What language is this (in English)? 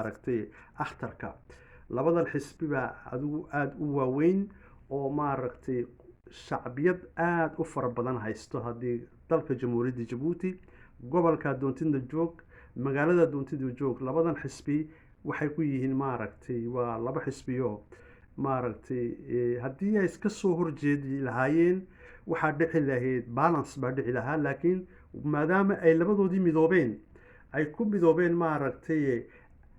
Somali